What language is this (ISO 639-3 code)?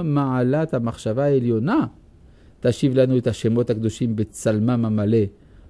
heb